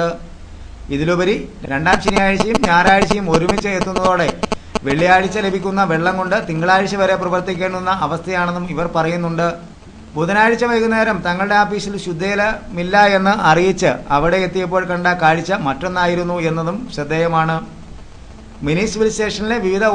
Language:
Malayalam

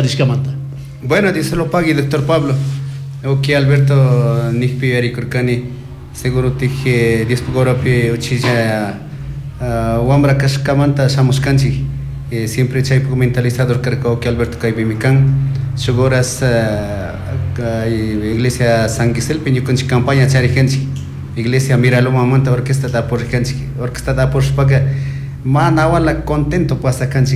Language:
Chimborazo Highland Quichua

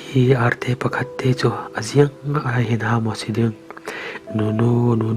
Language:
Falam Chin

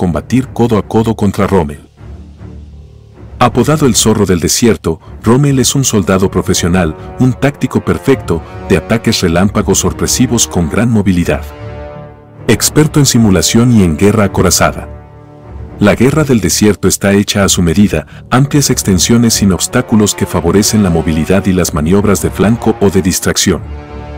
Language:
Spanish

